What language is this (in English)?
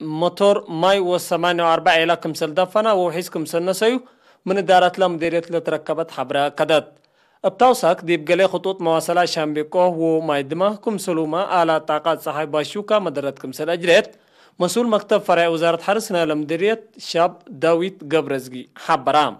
Tigre